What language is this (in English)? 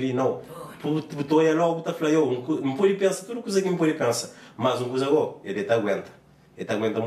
Kabuverdianu